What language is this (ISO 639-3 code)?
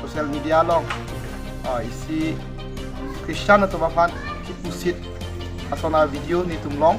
mjw